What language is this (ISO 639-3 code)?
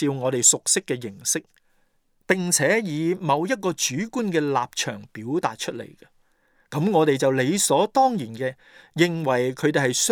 yue